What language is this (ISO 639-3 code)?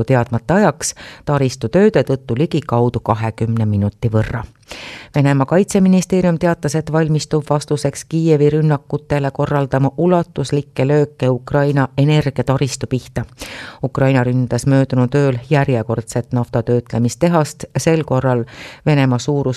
est